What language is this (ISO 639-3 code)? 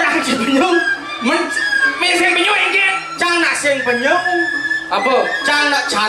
ban